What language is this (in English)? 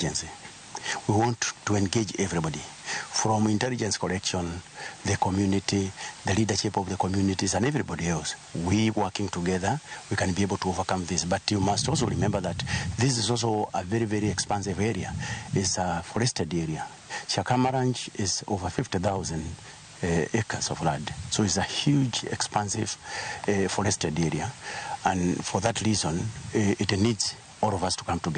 Luo (Kenya and Tanzania)